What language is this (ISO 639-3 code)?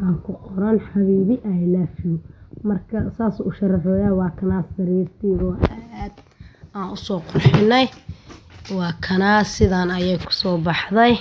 som